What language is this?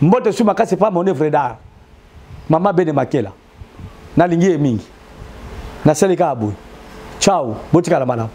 Lingala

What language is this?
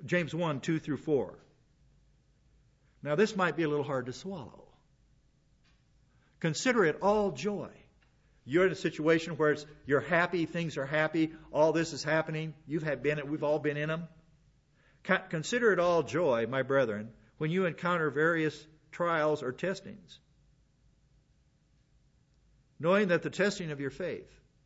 English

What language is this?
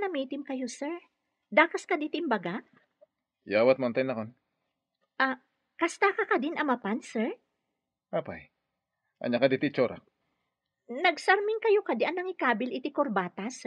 Iloko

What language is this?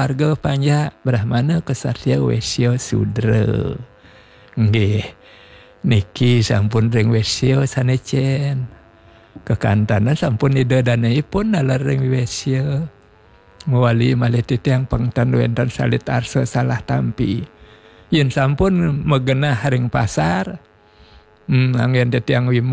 Balinese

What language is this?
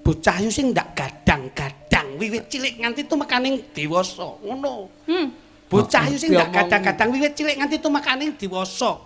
Javanese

